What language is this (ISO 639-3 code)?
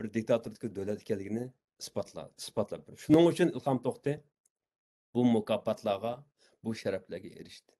uig